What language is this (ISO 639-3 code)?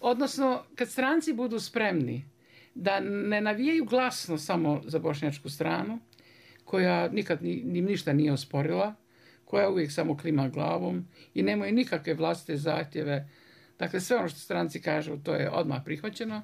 bos